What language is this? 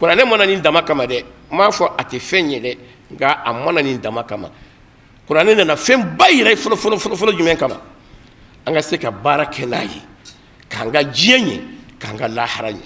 Bambara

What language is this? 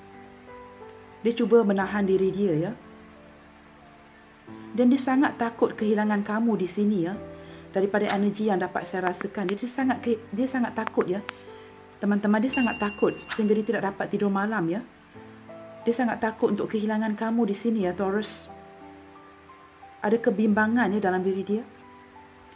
Malay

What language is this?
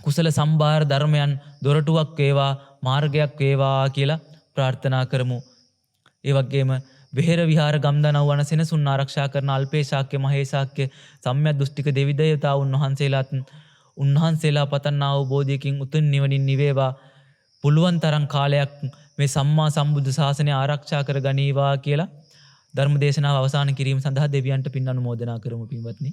Sinhala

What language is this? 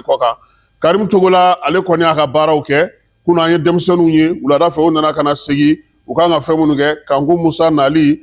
Bambara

